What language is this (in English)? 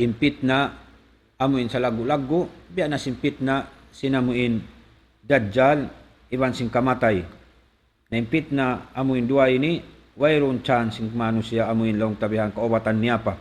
Tausug